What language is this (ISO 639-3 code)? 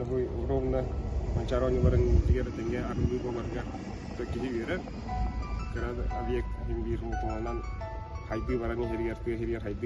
sah